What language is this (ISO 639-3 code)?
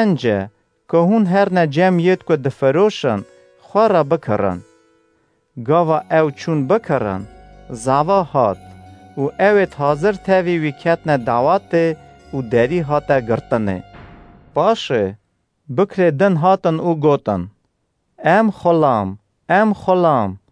kur